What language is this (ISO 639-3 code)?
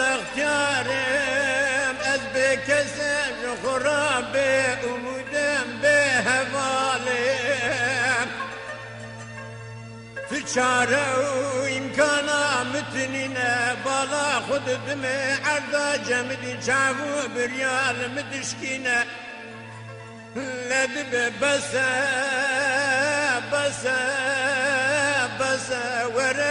kur